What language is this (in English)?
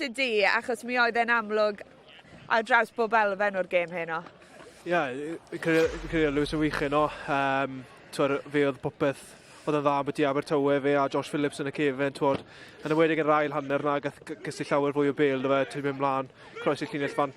Welsh